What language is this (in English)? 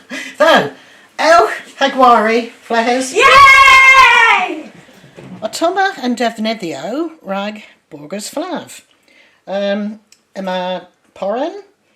Cornish